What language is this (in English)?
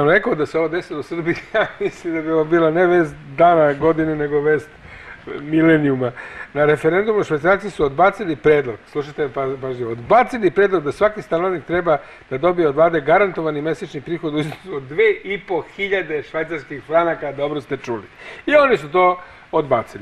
Serbian